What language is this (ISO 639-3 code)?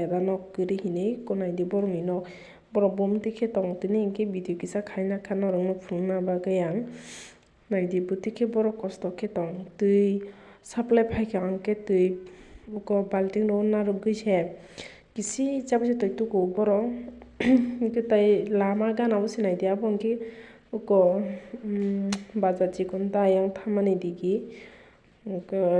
trp